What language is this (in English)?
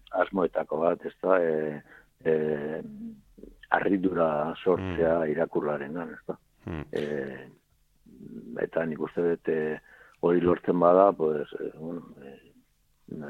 Basque